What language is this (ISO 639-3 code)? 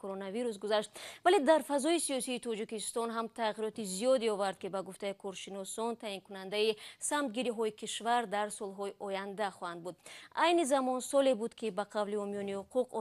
tgk